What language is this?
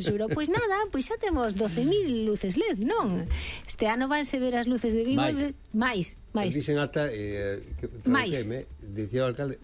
Galician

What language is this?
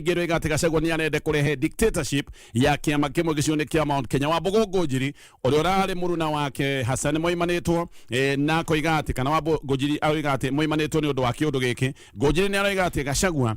Kikuyu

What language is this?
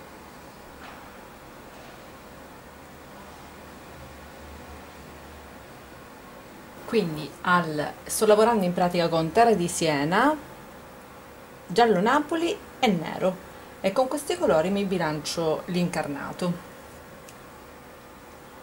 Italian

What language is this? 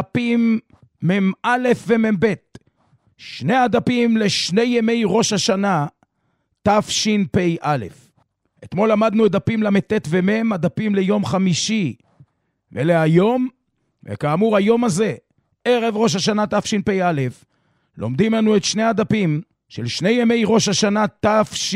Hebrew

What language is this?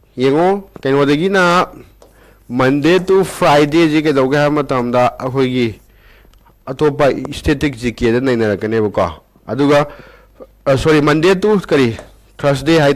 Manipuri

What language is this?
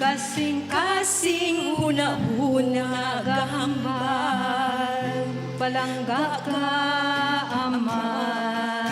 Hiligaynon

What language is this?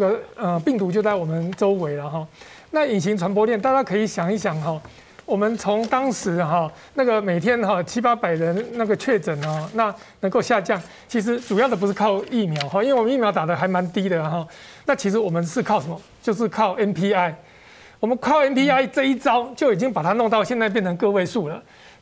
Chinese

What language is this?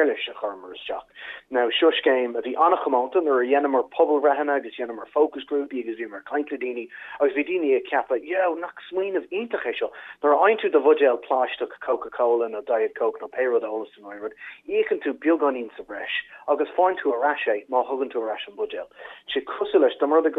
Irish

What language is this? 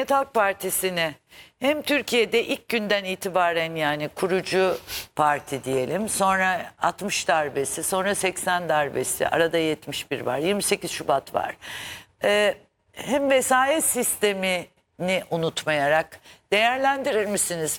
Turkish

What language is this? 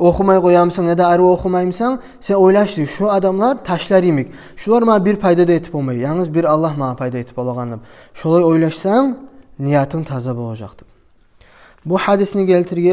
Kumyk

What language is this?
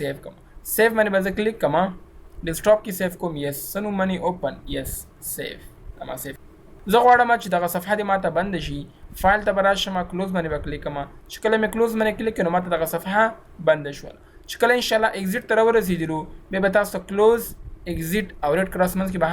Pashto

